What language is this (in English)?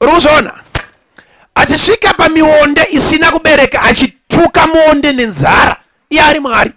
Shona